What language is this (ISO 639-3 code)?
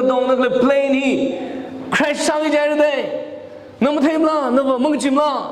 nmf